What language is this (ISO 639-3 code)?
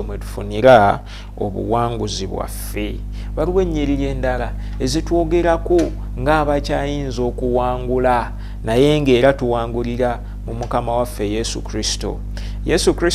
lug